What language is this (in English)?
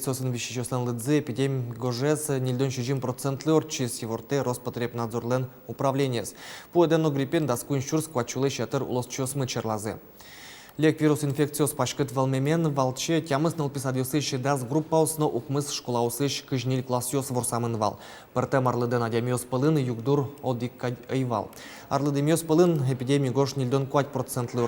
Udmurt